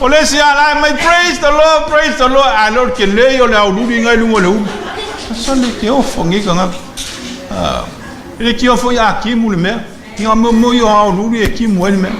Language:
Samoan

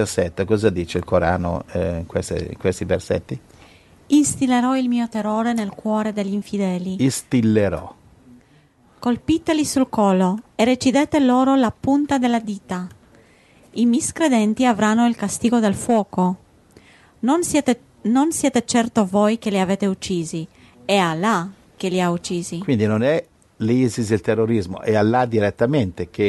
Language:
Italian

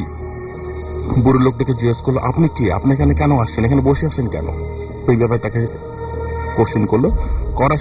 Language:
Bangla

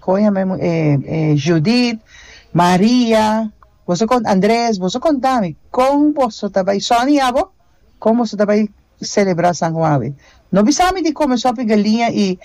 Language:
Papiamento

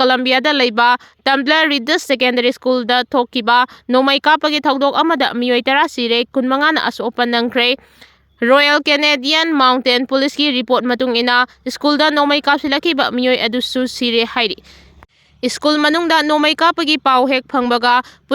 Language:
Manipuri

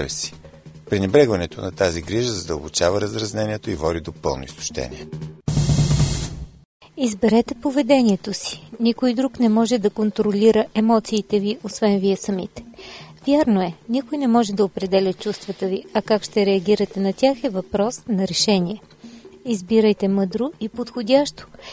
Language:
Bulgarian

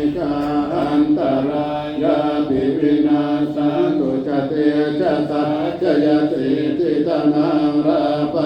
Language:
Pali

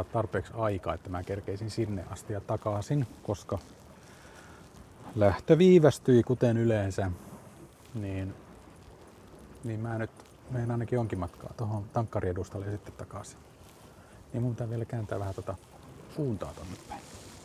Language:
Finnish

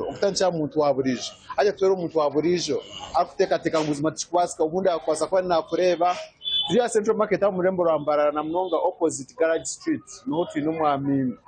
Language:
Nyankole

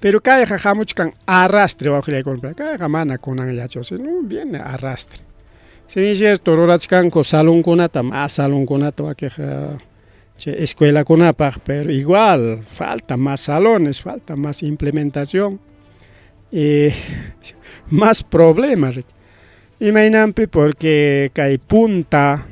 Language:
Ayacucho Quechua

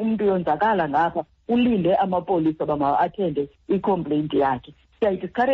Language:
Xhosa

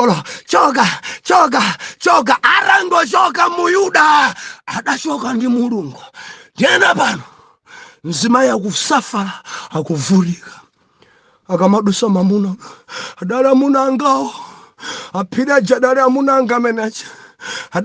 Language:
Nyanja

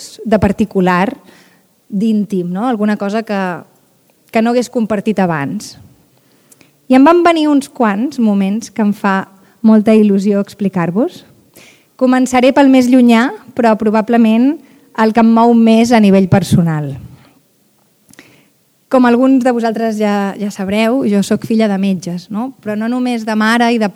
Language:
Catalan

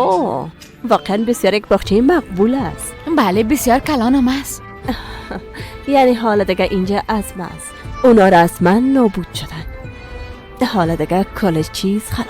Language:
Persian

